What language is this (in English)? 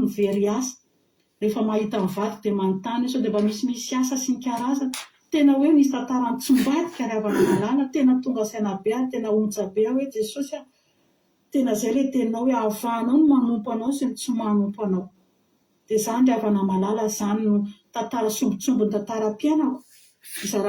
Malagasy